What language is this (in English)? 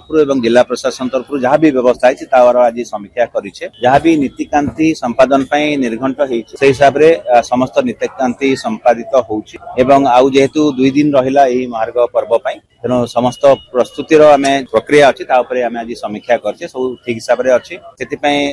Odia